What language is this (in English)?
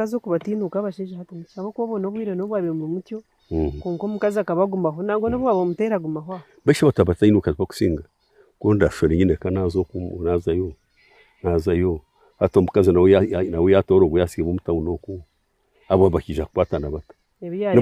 Nyankole